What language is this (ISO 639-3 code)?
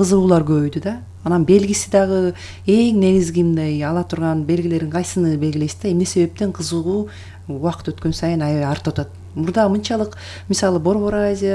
kir